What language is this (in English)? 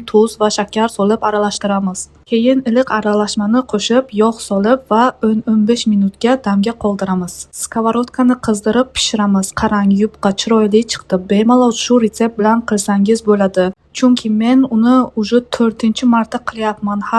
Uzbek